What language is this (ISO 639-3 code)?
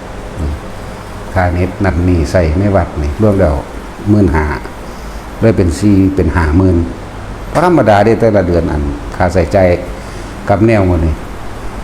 tts